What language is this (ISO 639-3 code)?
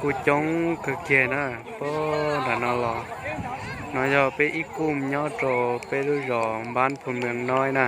hmn